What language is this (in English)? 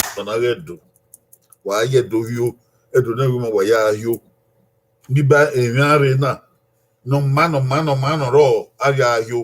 Bini